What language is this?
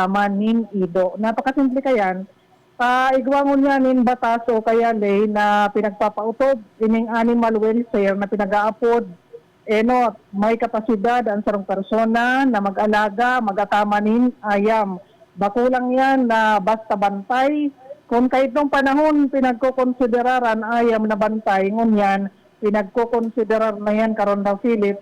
Bikol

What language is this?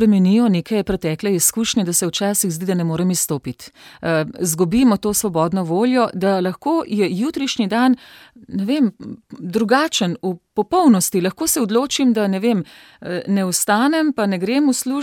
Slovenian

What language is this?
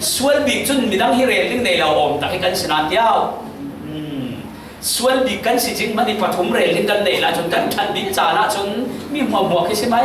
Falam Chin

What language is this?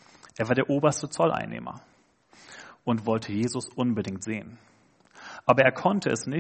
German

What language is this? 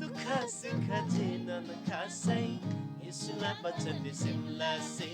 Eastern Tamang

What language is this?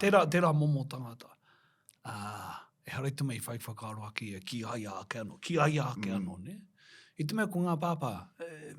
Māori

